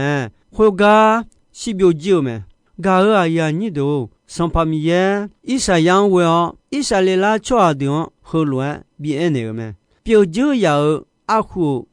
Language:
Akha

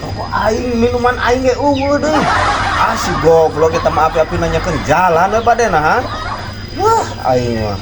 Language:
Sundanese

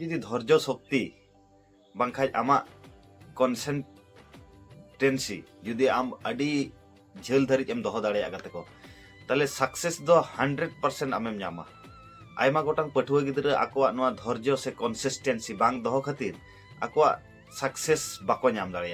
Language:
Santali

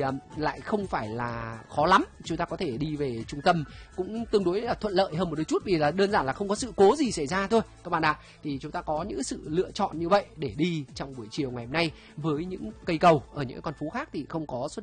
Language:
Vietnamese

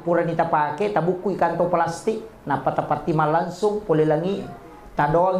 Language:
Buginese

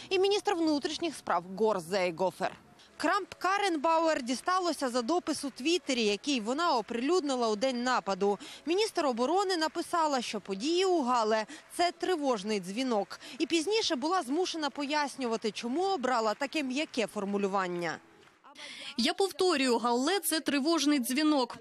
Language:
Ukrainian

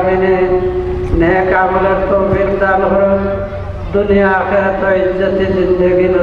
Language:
Sylheti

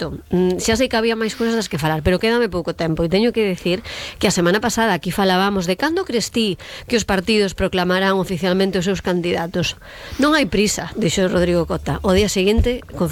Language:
Galician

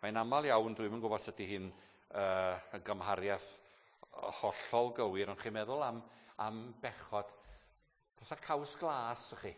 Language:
Welsh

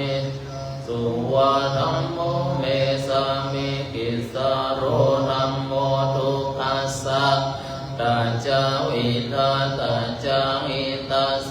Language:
Pali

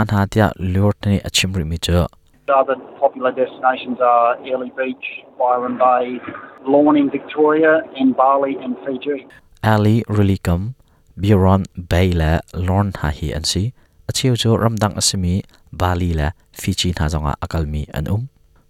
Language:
Hakha Chin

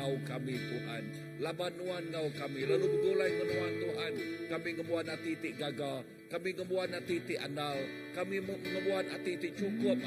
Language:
Iban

